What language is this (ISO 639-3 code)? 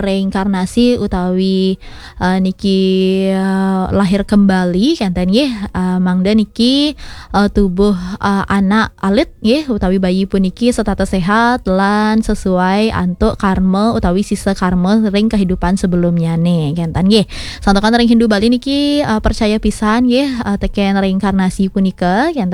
ban